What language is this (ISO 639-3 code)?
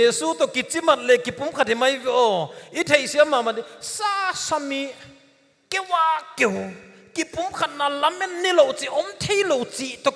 pck